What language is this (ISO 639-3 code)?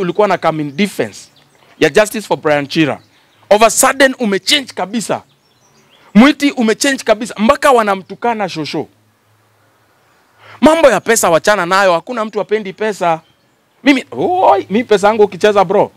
swa